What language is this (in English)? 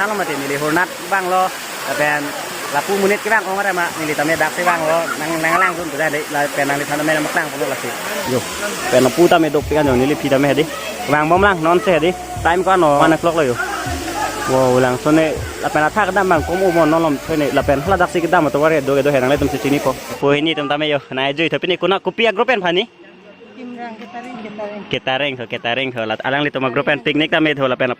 Karbi